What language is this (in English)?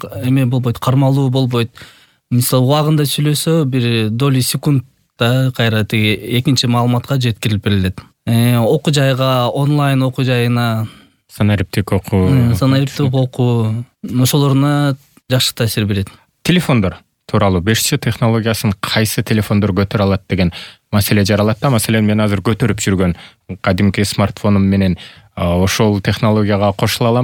Kyrgyz